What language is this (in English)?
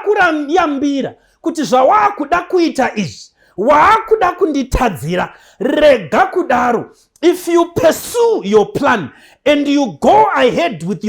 Shona